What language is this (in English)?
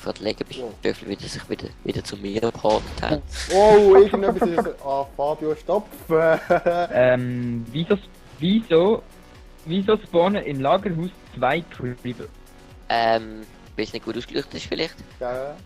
Swiss German